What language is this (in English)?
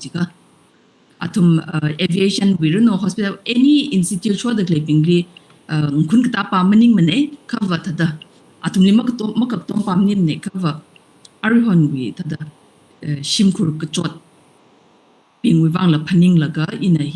Tangkhul Naga (India)